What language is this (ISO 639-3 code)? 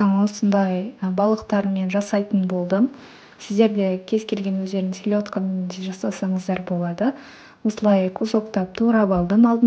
kaz